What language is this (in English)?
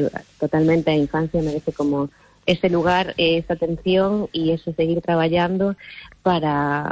Galician